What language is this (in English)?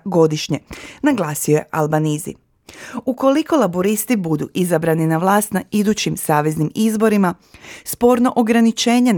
Croatian